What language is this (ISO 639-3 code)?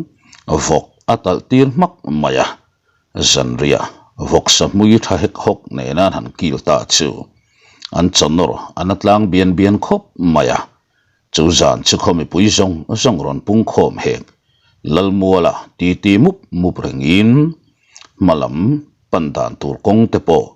lus